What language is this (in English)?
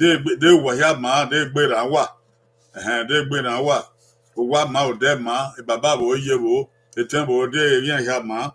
Bini